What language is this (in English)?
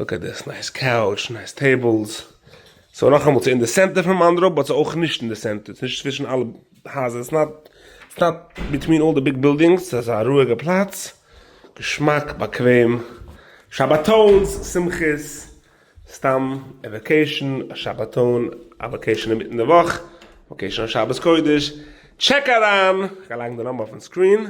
Yiddish